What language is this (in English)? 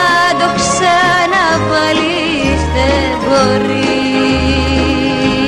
Greek